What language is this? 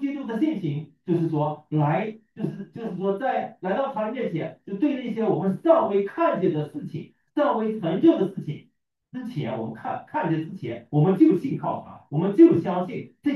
Chinese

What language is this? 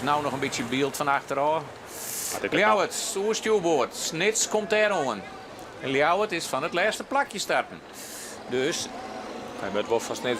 Western Frisian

